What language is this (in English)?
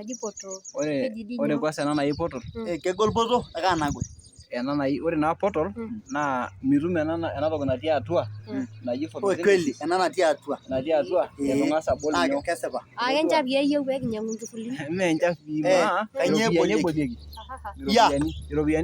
Masai